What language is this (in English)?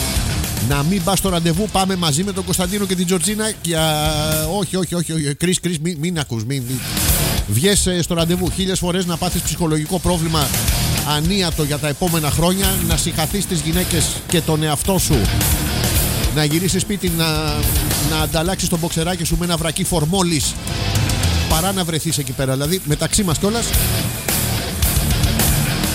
Greek